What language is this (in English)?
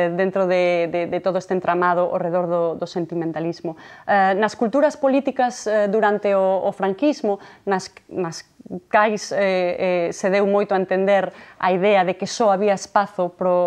Galician